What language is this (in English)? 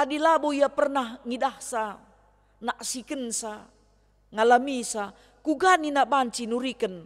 Batak Karo